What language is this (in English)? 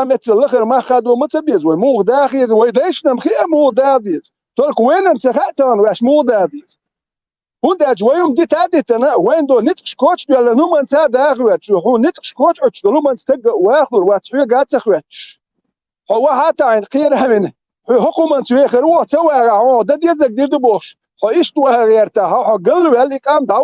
Chechen